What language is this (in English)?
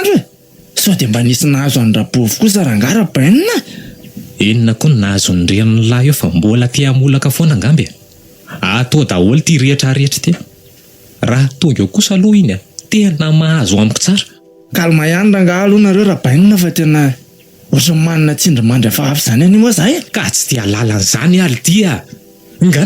Malagasy